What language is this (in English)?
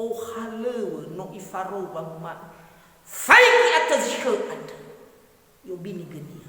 Nias